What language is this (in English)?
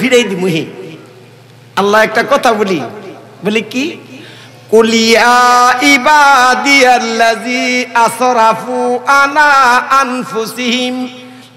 Bangla